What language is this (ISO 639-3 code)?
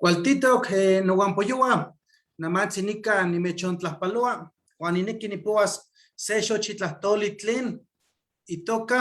nhe